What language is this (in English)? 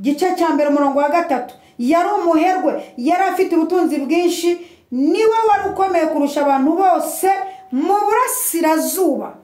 Kinyarwanda